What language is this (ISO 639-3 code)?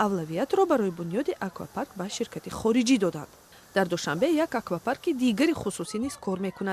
tgk